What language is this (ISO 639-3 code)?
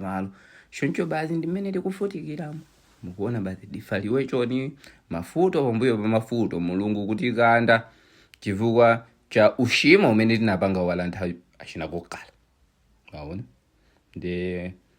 nya